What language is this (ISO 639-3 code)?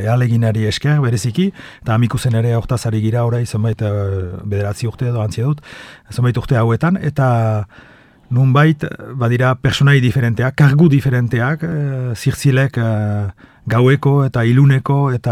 eus